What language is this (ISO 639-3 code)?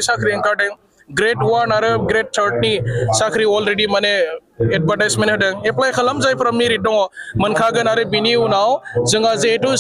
brx